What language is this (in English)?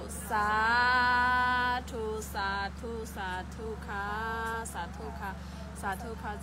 Shan